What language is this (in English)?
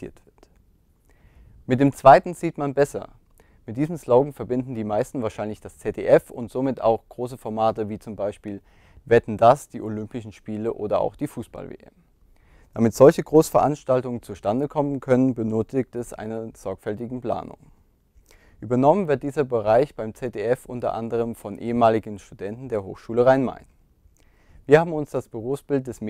German